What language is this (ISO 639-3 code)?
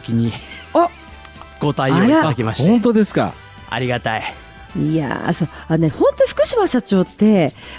jpn